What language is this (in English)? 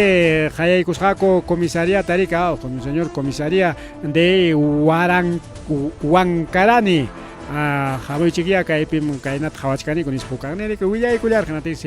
Ayacucho Quechua